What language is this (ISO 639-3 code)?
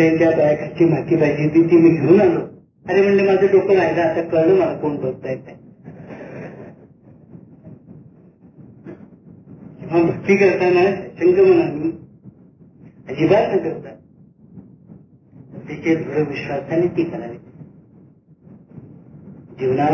mar